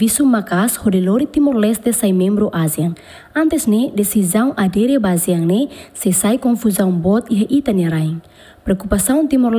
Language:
Tetum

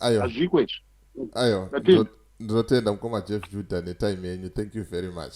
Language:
Shona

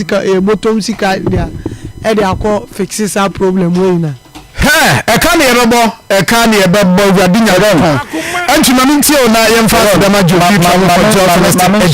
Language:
Akan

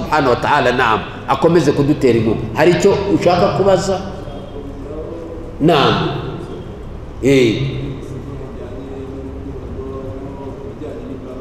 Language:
Kinyarwanda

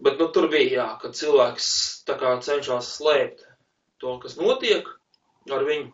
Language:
Latvian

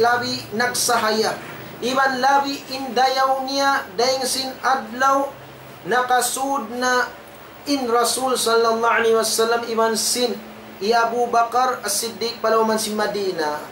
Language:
Tausug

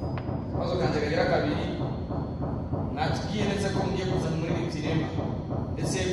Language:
Kinyarwanda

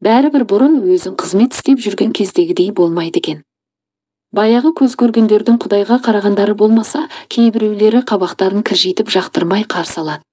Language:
Kazakh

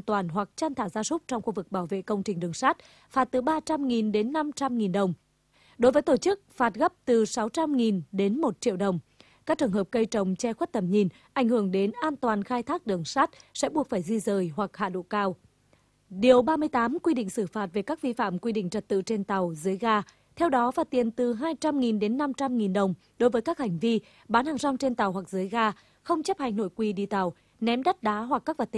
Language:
Vietnamese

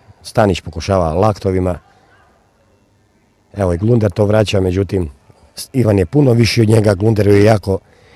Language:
Croatian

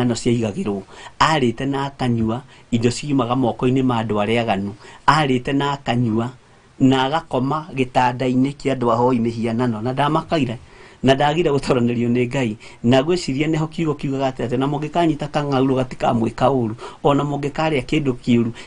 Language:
Kikuyu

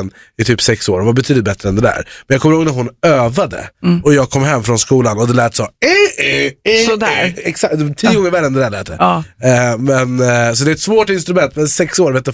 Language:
Swedish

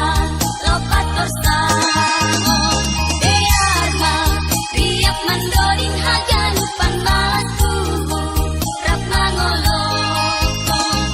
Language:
Batak Simalungun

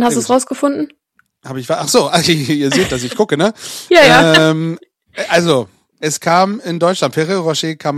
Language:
German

